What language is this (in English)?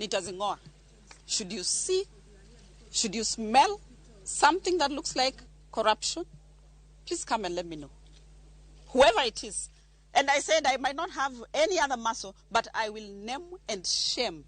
Luo (Kenya and Tanzania)